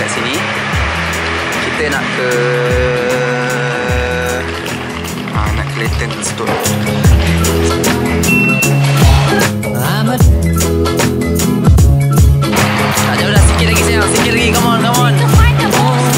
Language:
Malay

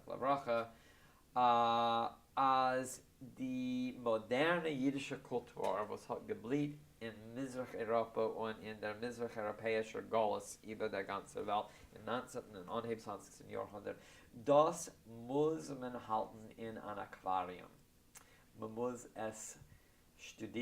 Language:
Yiddish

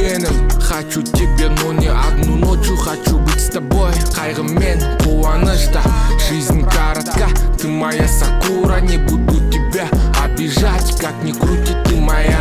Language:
Kazakh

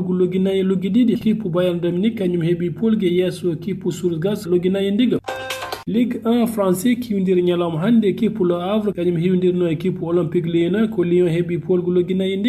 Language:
Fula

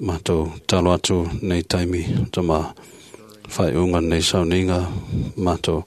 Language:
Samoan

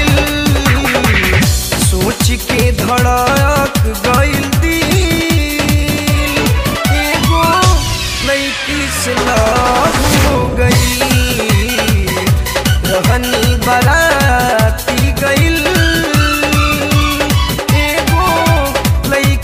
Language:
Bhojpuri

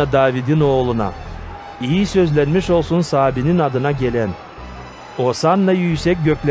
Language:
Gagauz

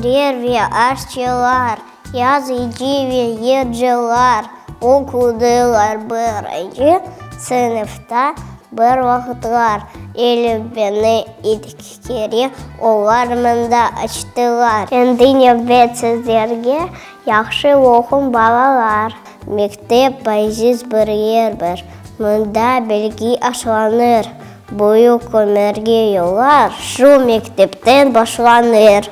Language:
Crimean Tatar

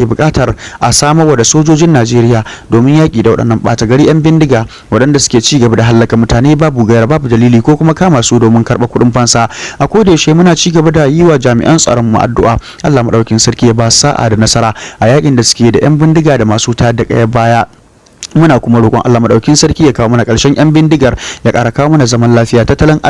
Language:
Hausa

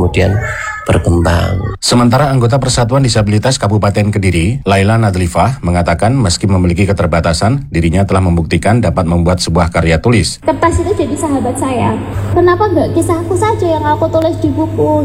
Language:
Indonesian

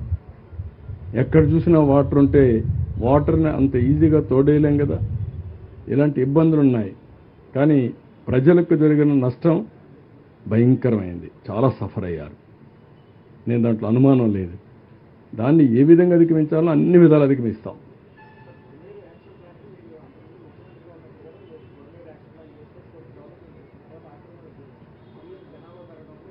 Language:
Telugu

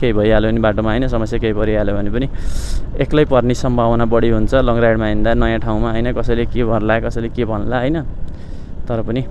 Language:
Nepali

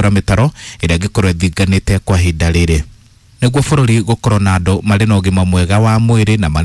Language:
Kikuyu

